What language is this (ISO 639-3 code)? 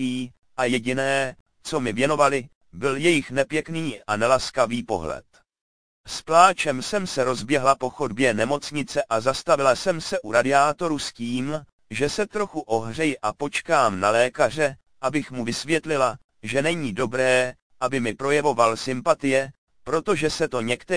ces